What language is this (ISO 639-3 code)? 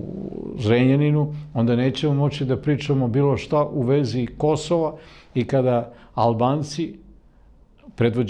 srp